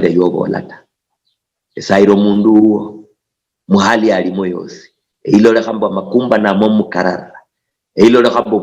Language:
Luyia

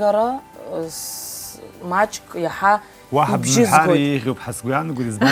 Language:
Abkhazian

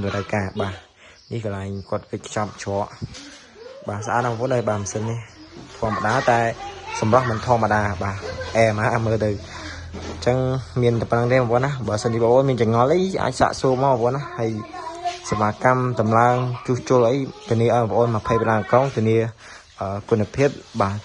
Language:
Khmer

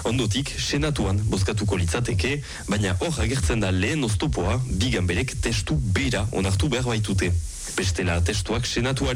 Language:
Basque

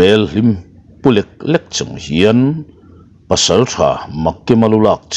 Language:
Mizo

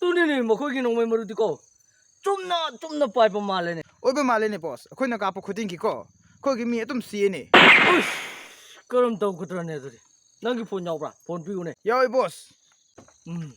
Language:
Manipuri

